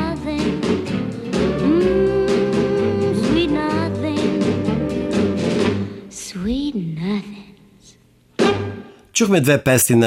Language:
Bulgarian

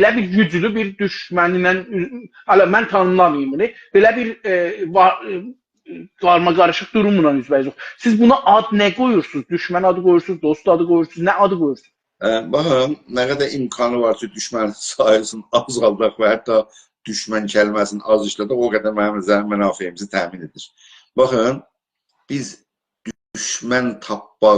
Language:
South Azerbaijani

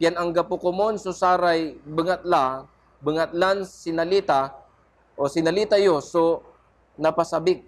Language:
Pangasinan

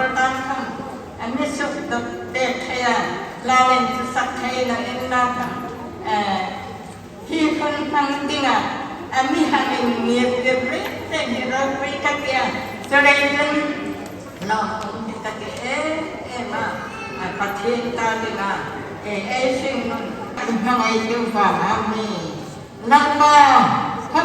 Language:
Hmar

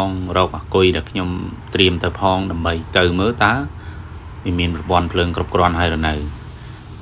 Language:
Khmer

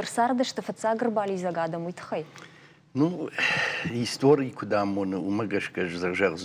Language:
Ossetic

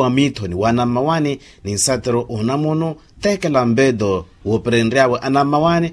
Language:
Makhuwa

